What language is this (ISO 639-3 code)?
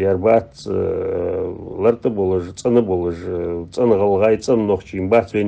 inh